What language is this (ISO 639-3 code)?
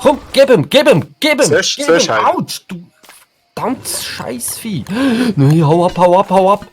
gsw